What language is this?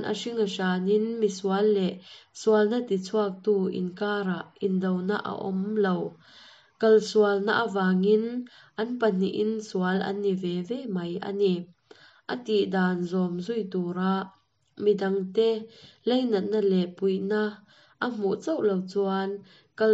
Mizo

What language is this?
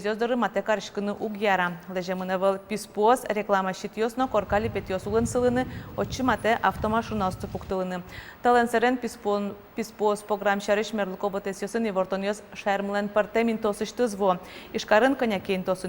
Udmurt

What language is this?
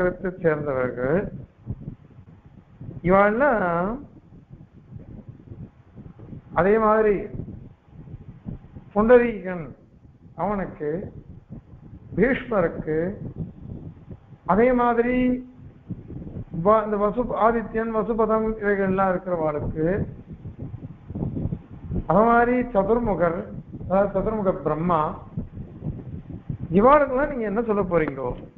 Tamil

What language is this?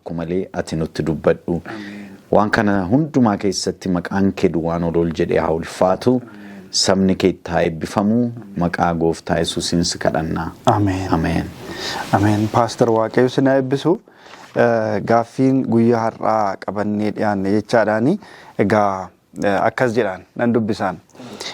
Oromo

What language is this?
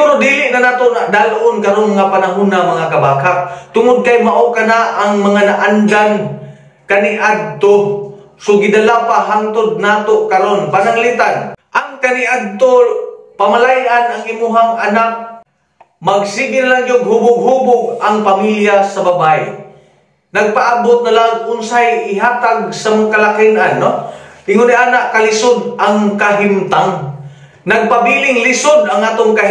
Cebuano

